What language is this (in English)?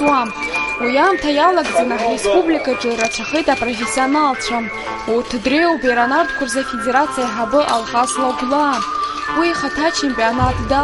Abkhazian